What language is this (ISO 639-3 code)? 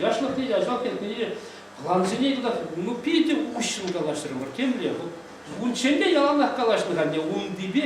chv